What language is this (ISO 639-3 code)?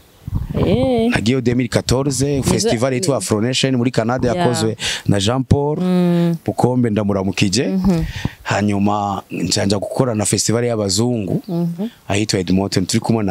run